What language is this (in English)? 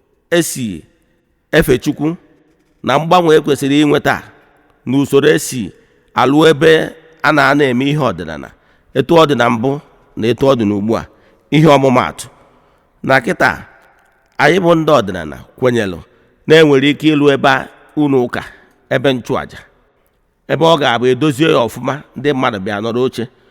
Igbo